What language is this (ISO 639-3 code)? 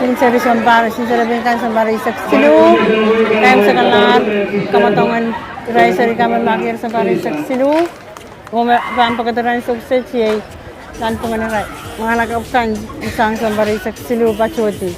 pon